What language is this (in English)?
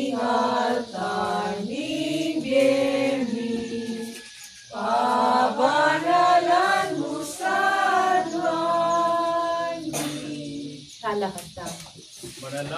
Pampanga